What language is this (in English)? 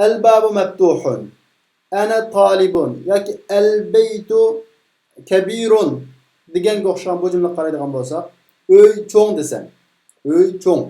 Uyghur